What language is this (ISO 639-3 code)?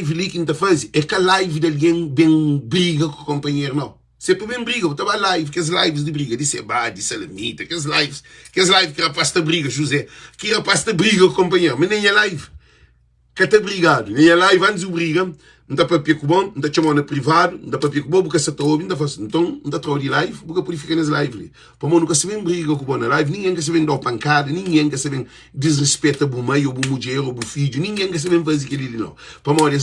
kea